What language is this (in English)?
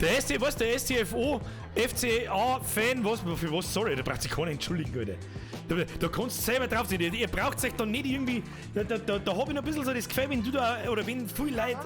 Bavarian